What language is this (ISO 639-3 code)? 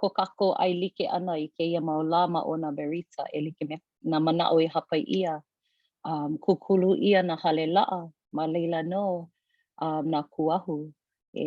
haw